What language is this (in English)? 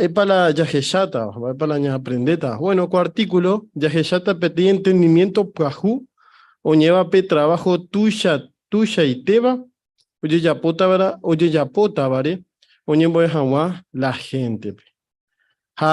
Guarani